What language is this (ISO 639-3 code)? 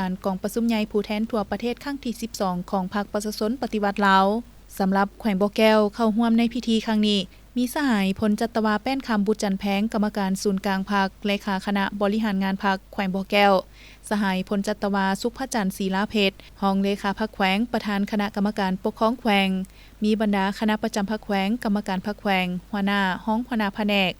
lao